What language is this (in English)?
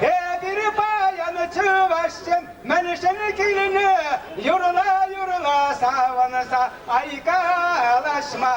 Chuvash